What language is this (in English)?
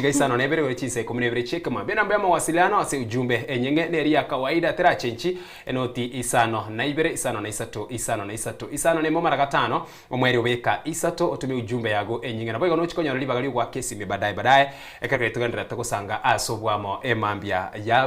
Gusii